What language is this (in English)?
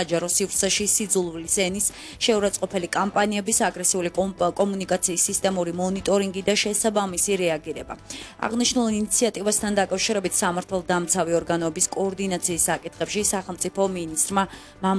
Georgian